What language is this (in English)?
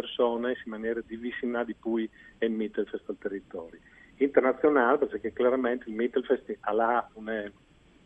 Friulian